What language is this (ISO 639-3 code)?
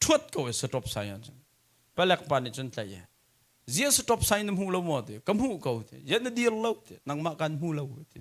cnh